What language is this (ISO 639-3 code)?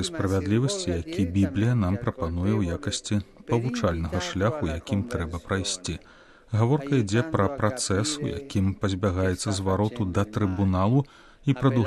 bel